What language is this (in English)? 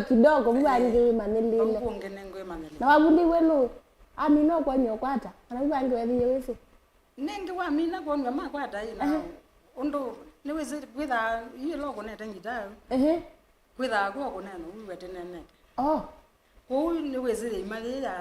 Kamba